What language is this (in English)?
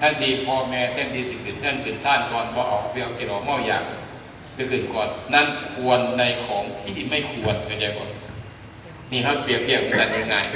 Northeastern Thai